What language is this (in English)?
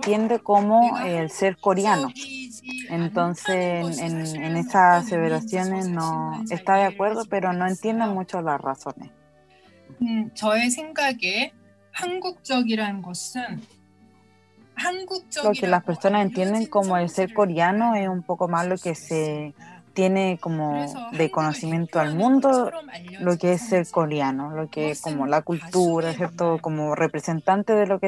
Spanish